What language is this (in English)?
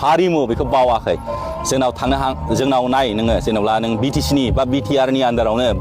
Bodo